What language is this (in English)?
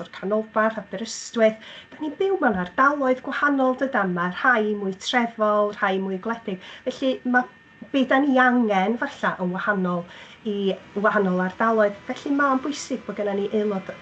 Welsh